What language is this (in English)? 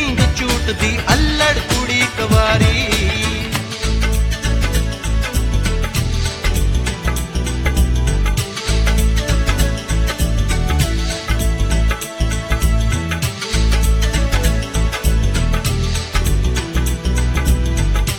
Punjabi